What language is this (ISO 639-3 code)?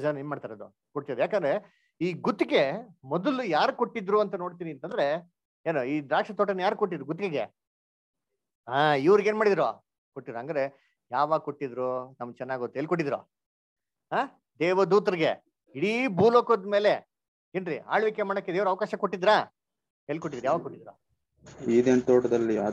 kan